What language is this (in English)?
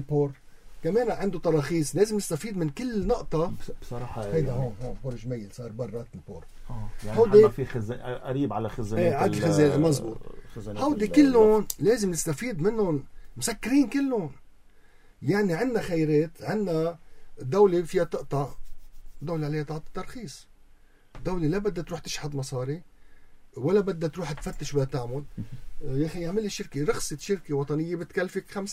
North Levantine Arabic